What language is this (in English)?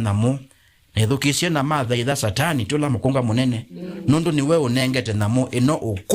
Kamba